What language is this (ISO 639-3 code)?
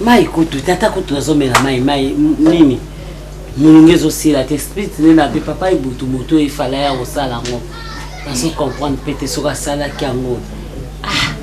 lin